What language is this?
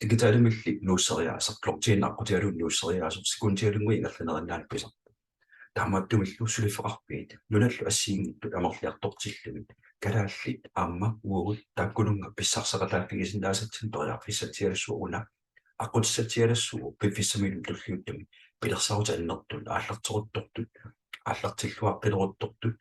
Kalaallisut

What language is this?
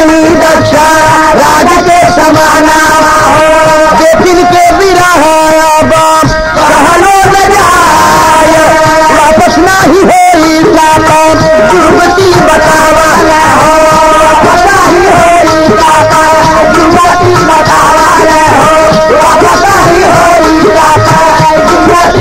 Bhojpuri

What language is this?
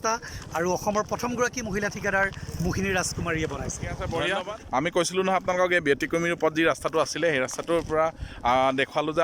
Assamese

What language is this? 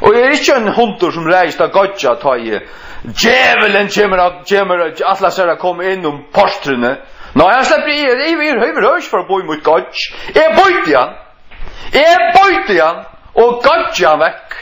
Faroese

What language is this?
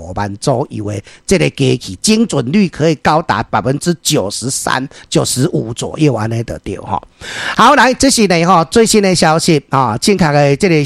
Min Nan Chinese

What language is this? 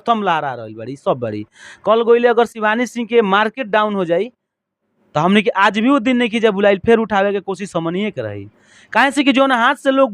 Bhojpuri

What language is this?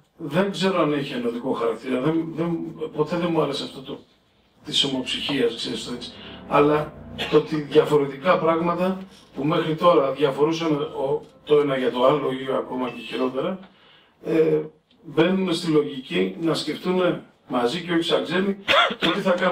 Greek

